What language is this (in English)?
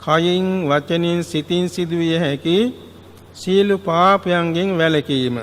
Sinhala